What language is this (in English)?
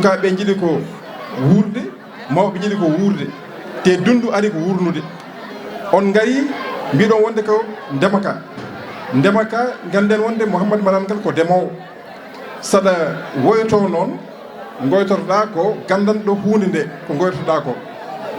Fula